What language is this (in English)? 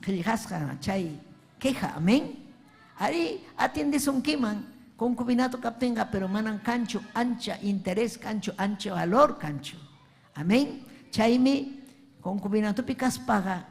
Ayacucho Quechua